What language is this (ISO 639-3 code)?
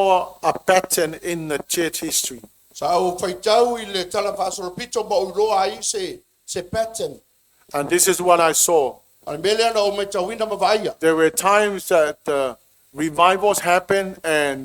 smo